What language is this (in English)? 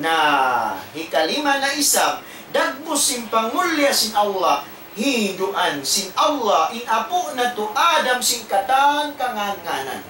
Tausug